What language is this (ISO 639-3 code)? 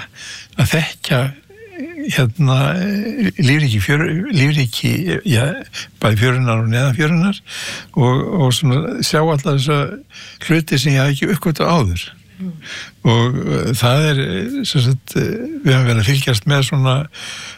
isl